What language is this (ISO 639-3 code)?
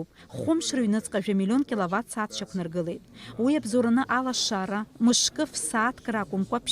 abk